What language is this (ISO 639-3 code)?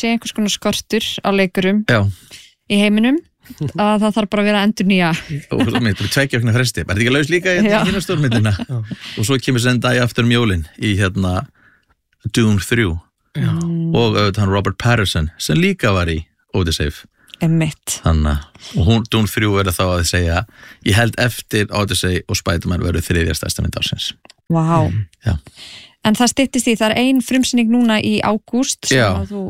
isl